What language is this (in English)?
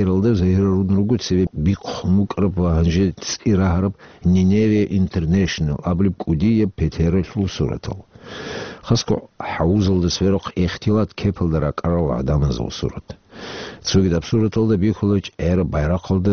Avaric